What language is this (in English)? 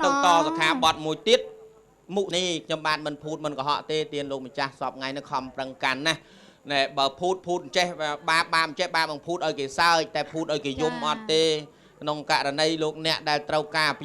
Khmer